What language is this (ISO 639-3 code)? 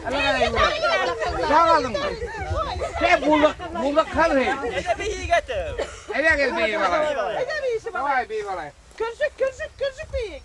bak